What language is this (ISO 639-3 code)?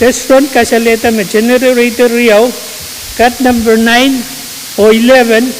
pon